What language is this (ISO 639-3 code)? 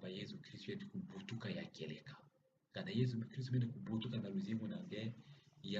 ktu